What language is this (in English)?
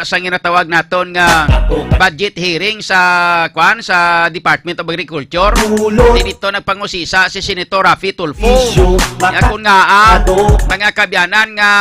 Hiligaynon